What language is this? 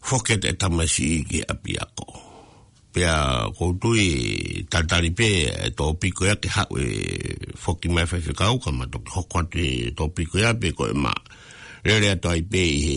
Tongan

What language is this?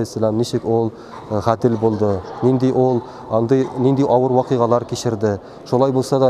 Tatar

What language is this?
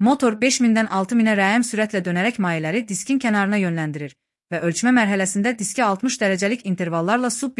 Azerbaijani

